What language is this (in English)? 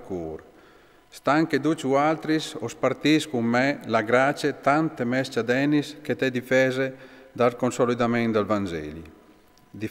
Friulian